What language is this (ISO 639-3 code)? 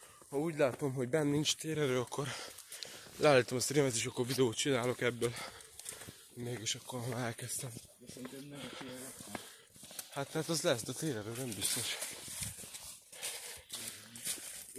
hun